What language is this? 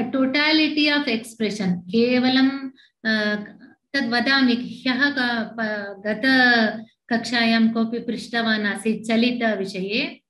Sanskrit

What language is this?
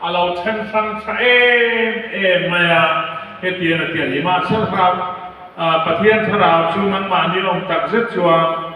Mizo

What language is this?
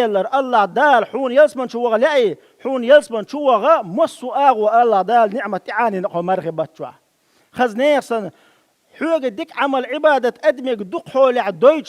Chechen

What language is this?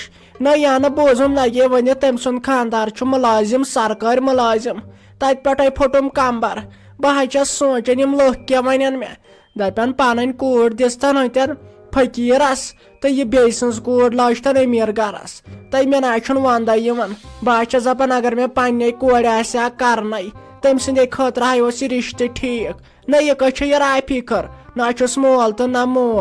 Kashmiri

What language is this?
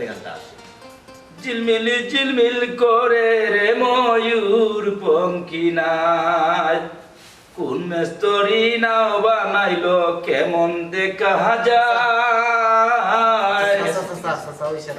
Sylheti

